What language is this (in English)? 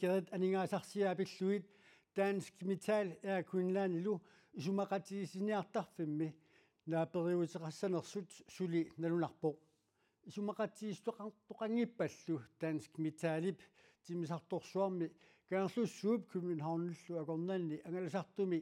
Kalaallisut